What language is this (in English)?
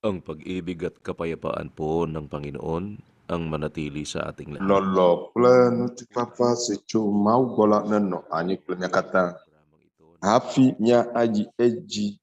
Ewe